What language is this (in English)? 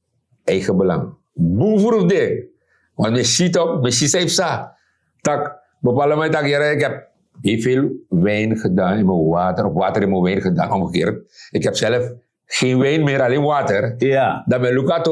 Sranan Tongo